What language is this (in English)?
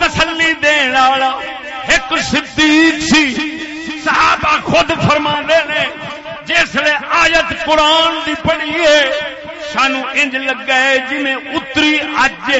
Saraiki